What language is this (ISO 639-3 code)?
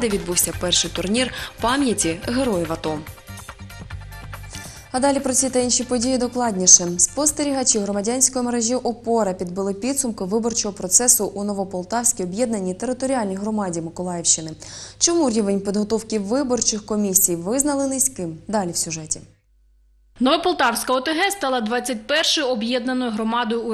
ukr